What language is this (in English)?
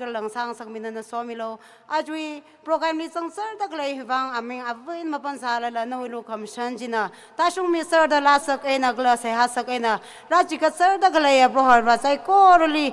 Tangkhul Naga (India)